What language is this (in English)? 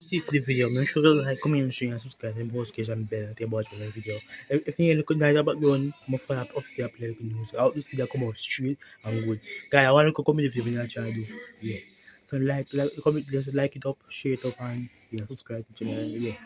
Jamaican Creole English